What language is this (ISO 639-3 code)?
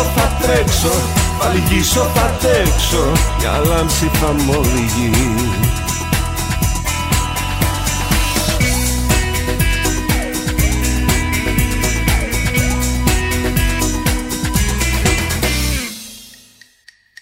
ell